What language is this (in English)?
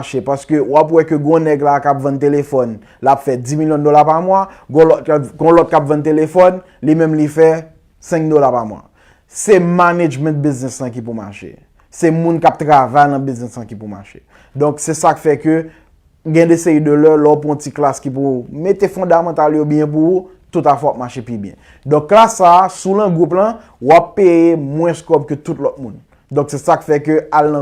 Haitian Creole